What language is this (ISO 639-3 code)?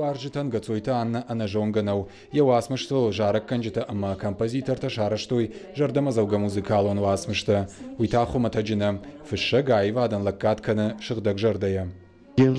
oss